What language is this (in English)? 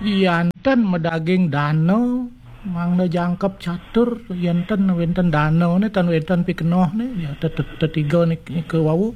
Balinese